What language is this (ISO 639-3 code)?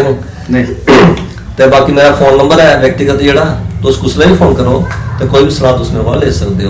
doi